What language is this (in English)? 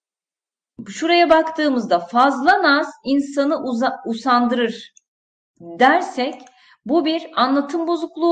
Turkish